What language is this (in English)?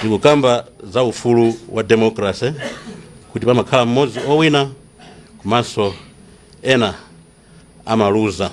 Nyanja